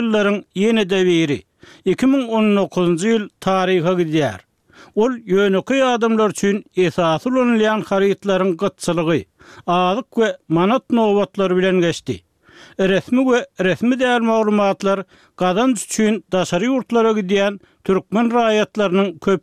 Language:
Turkmen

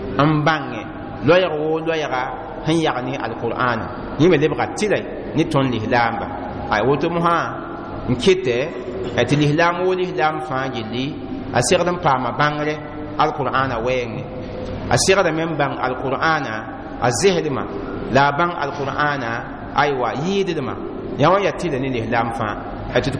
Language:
Mossi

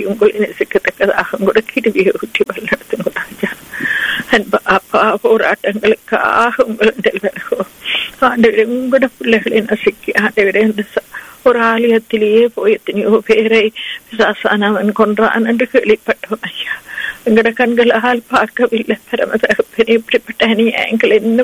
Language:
Tamil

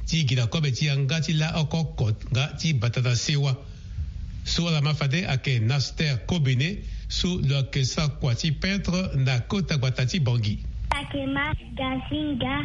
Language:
Sango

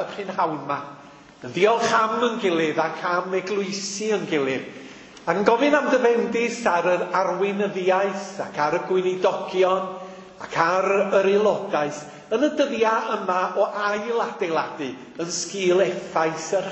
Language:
Welsh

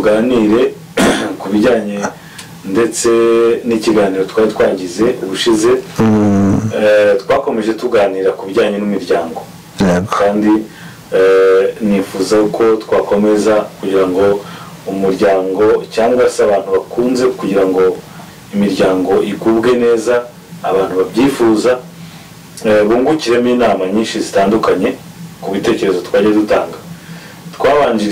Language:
Kinyarwanda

